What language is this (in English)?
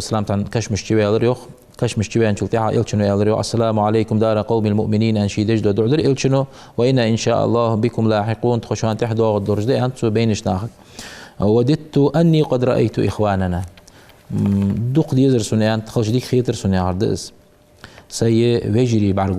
Ingush